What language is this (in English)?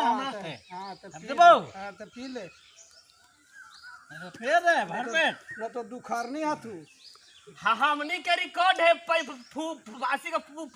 Magahi